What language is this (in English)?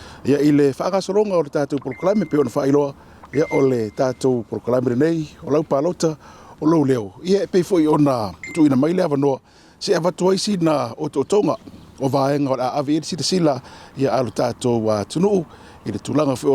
Samoan